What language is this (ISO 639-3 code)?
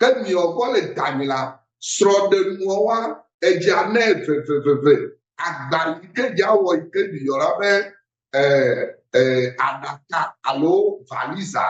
ewe